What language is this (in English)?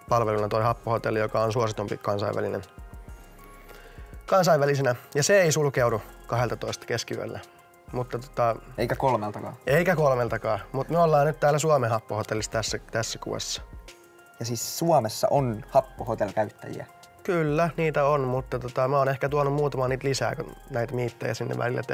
Finnish